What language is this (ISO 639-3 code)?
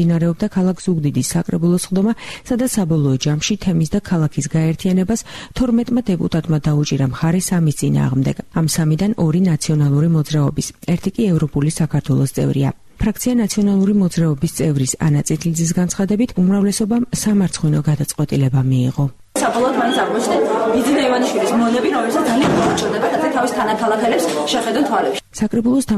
kat